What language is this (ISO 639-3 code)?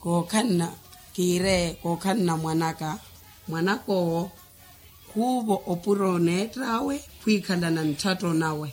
vmw